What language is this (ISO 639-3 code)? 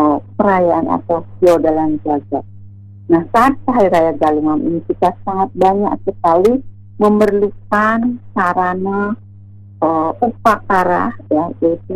ind